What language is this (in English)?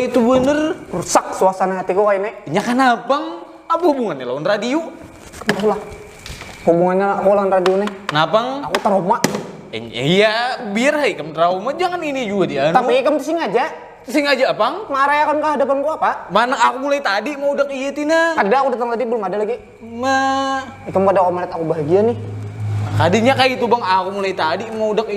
Banjar